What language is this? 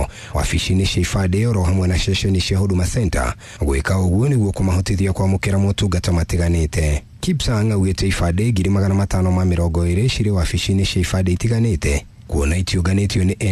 Kikuyu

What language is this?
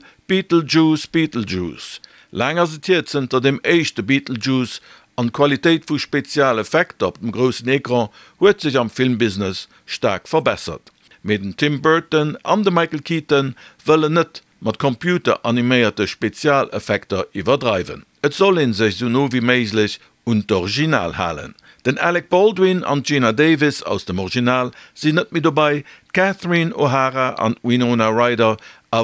Luxembourgish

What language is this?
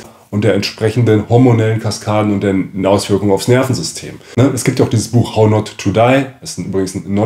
German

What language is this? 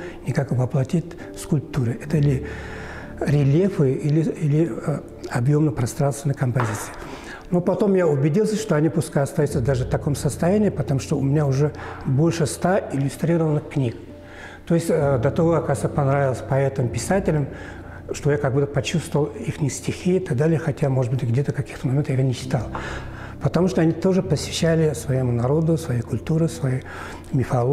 Russian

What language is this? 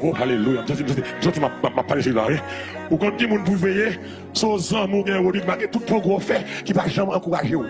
Haitian Creole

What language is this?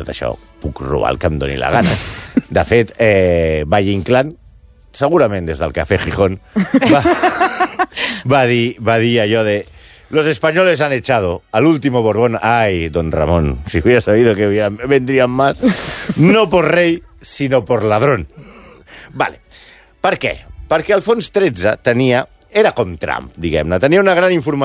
Catalan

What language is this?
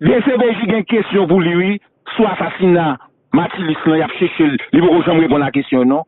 Haitian Creole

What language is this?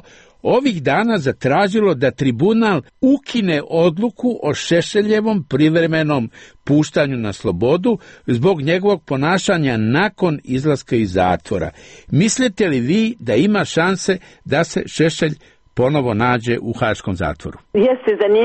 Serbian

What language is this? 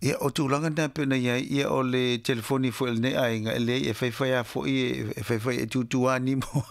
Samoan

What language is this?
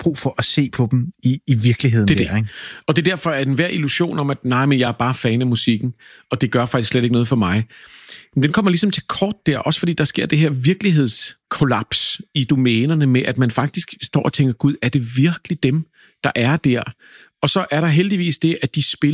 Danish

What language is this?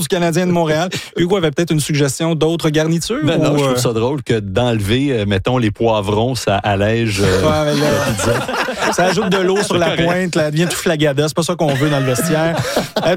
French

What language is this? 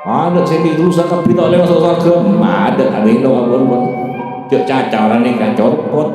Madurese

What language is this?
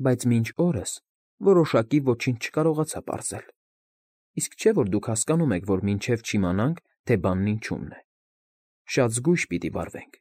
Armenian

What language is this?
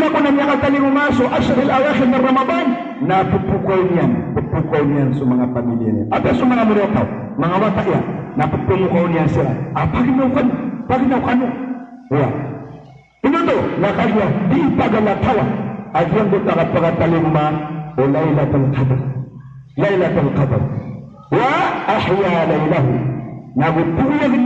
Maranao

